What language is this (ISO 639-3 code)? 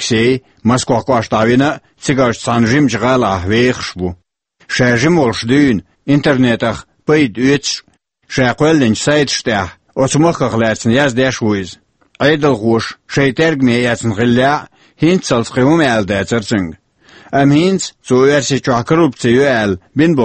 che